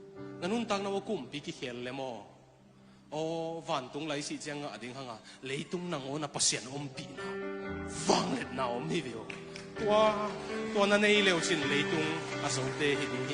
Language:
Tedim Chin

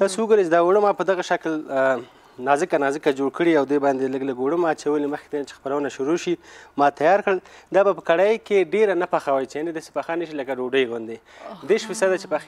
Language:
Pashto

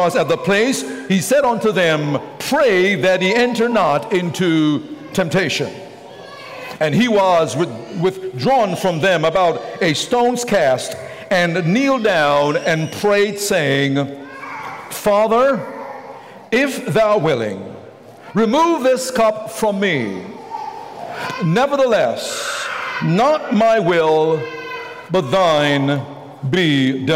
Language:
English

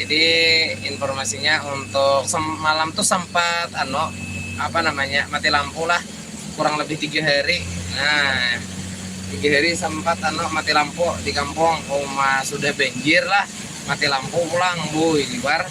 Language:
Banjar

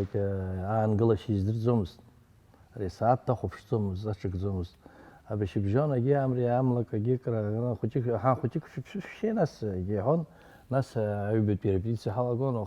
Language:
Abkhazian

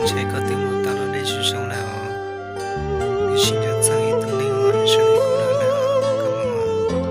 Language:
Hmong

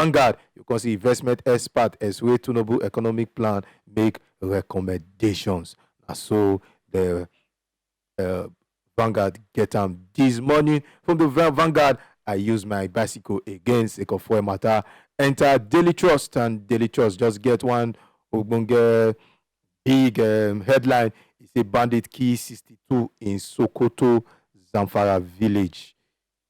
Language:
Nigerian Pidgin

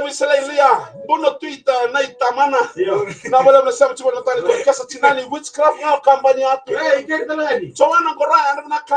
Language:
Fijian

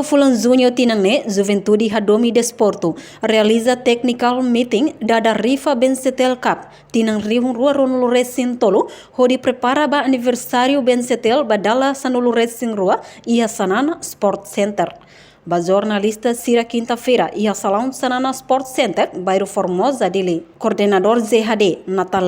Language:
Tetum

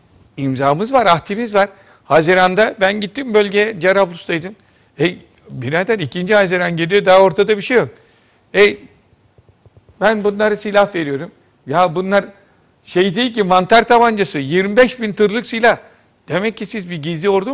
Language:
Turkish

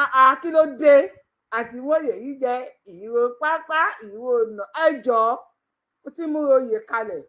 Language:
Yoruba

